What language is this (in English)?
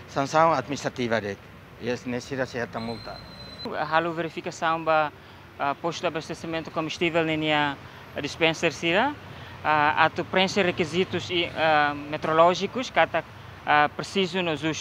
Tetum